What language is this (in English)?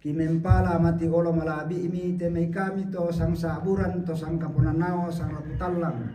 Toraja-Sa'dan